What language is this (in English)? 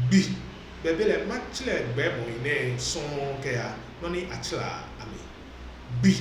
Ga